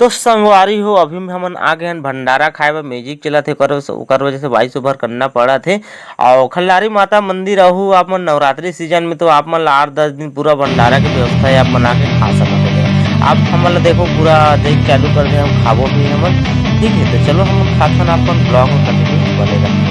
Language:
Chhattisgarhi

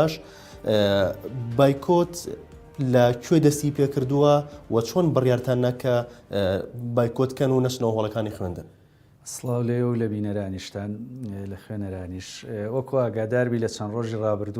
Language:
Central Kurdish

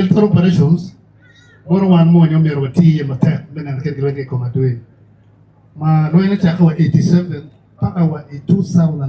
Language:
Acoli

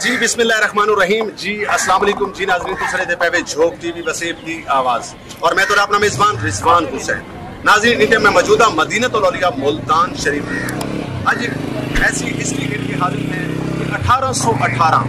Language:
Saraiki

